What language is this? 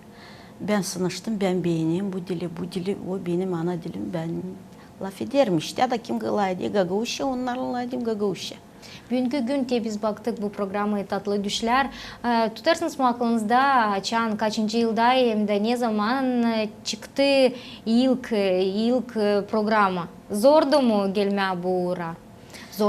Gagauz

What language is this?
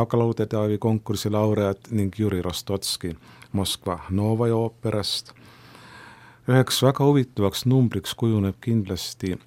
Estonian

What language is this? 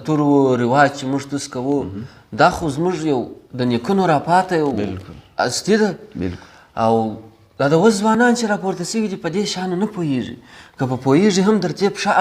Pashto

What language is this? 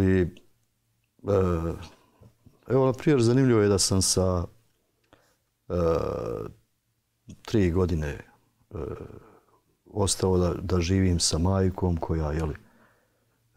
Bosnian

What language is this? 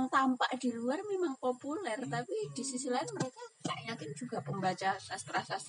Indonesian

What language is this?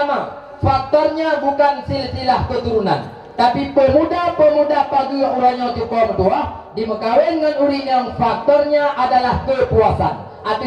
Achinese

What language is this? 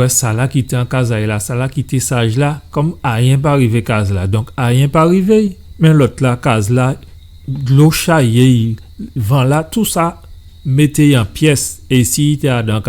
Guadeloupean Creole French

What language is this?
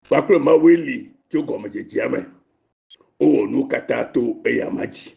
Ewe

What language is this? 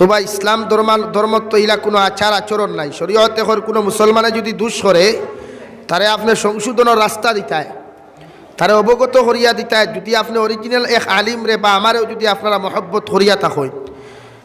Sylheti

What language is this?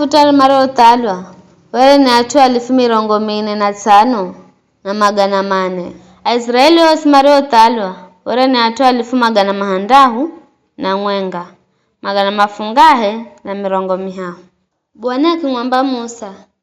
Giryama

